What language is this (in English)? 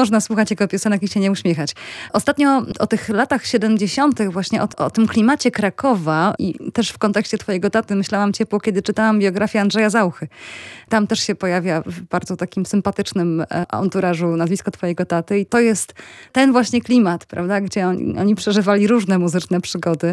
Polish